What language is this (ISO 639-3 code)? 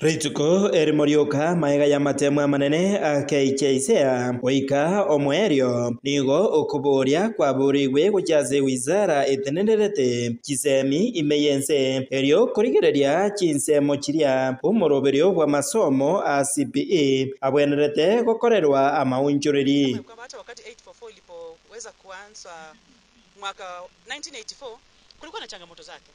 guz